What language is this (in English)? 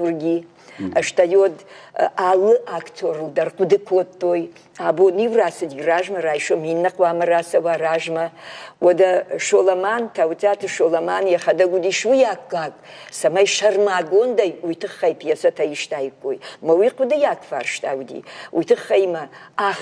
Ossetic